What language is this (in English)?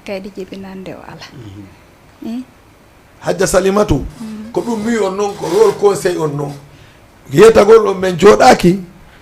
Fula